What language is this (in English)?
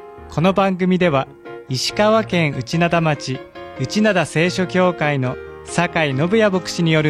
Japanese